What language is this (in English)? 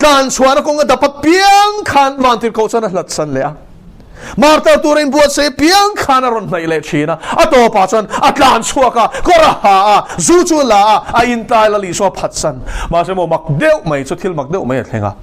Mizo